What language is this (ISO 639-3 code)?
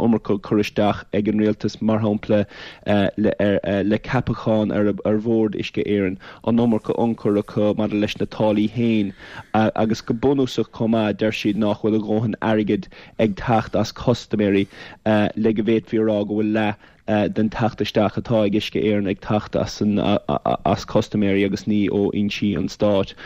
gle